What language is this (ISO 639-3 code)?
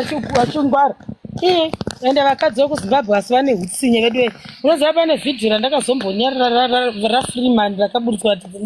sna